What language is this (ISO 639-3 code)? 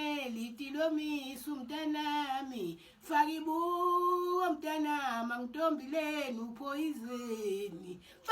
zul